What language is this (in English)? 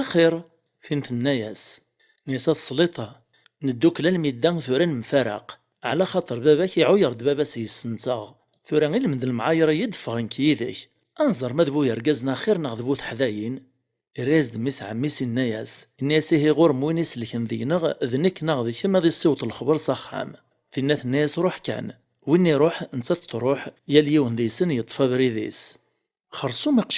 Kabyle